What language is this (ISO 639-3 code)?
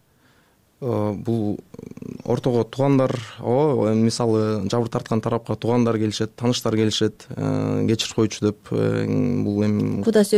kir